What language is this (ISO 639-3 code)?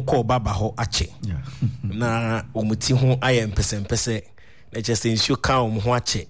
aka